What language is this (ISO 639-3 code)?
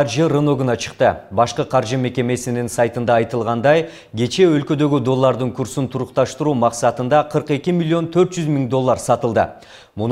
kir